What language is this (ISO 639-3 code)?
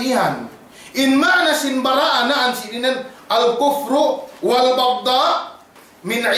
yka